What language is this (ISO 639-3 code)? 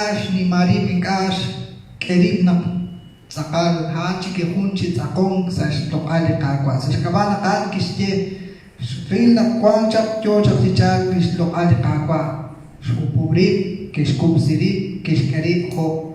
kek